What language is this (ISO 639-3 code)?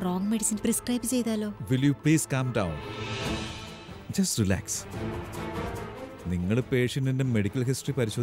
mal